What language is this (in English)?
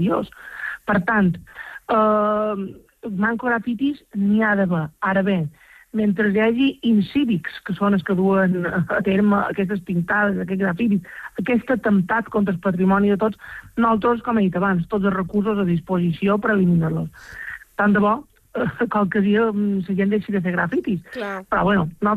Catalan